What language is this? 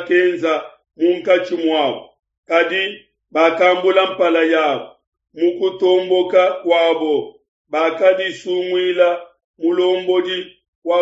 Luba-Lulua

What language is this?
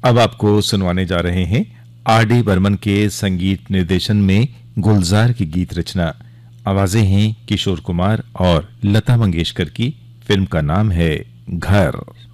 Hindi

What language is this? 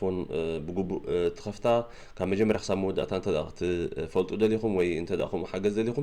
Tigrinya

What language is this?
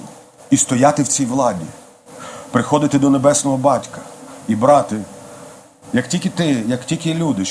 Ukrainian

